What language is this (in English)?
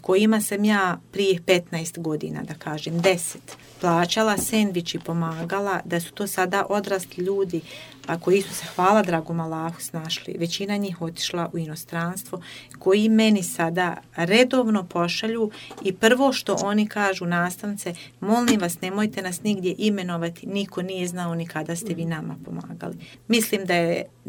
Bosnian